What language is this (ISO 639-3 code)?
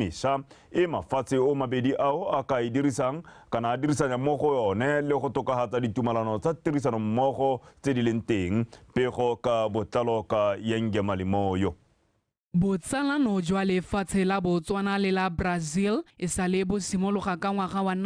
tsn